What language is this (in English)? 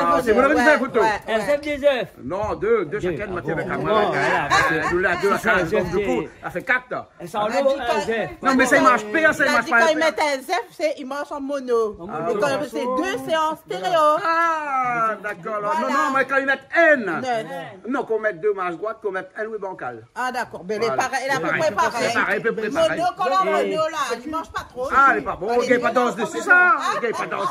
Réunion Creole French